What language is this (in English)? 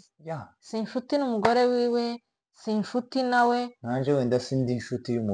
Kinyarwanda